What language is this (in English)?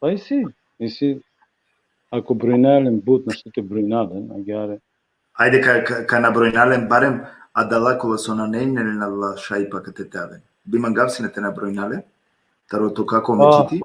Balkan Romani